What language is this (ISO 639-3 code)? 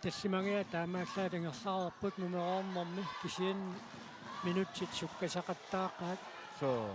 kal